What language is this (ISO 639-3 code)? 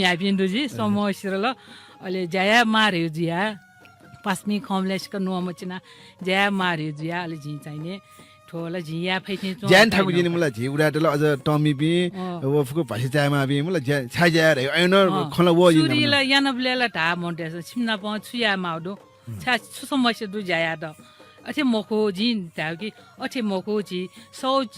new